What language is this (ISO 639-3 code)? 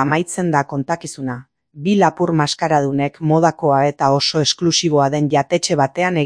eus